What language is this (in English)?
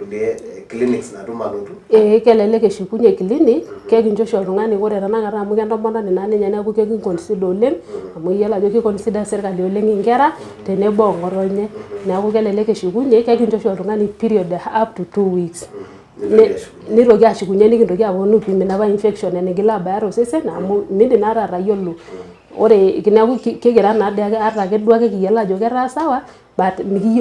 Masai